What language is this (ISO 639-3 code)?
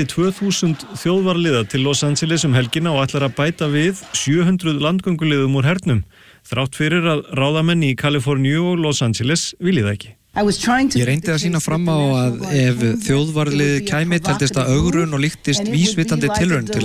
isl